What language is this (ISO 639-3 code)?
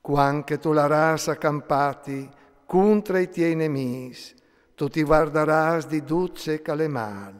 fur